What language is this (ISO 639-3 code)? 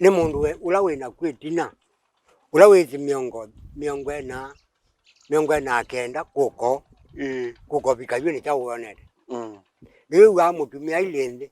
kam